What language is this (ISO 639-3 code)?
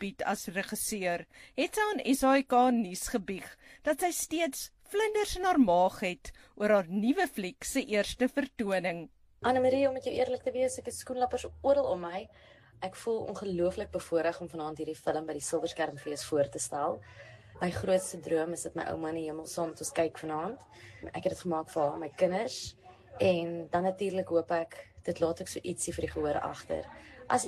afr